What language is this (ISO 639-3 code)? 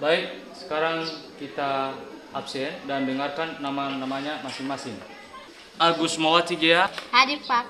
nia